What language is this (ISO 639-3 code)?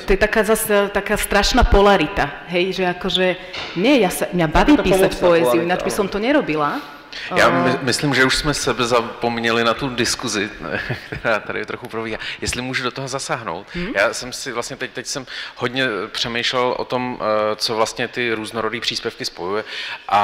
ces